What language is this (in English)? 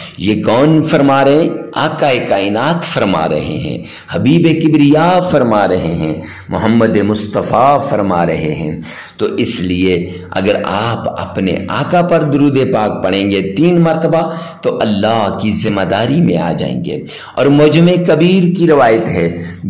Urdu